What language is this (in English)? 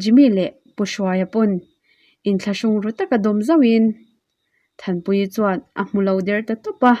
Mizo